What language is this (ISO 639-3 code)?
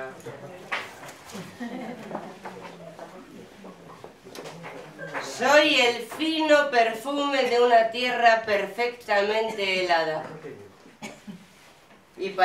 spa